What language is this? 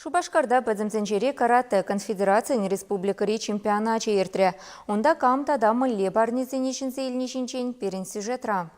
Chuvash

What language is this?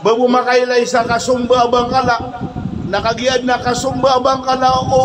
Maranao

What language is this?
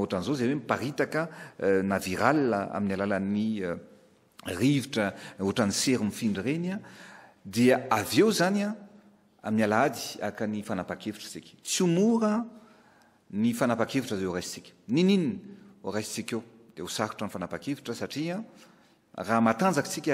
Malagasy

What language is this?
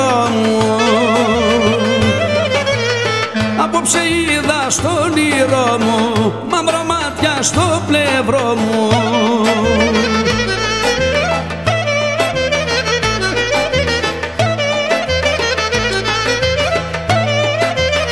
Greek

